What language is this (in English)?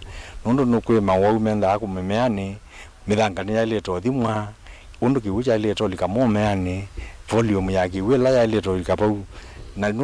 Kamba